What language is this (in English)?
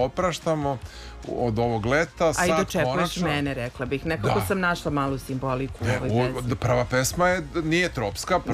Serbian